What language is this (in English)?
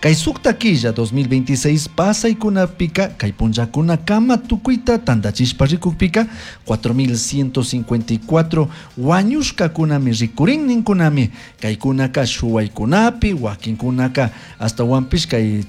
Chimborazo Highland Quichua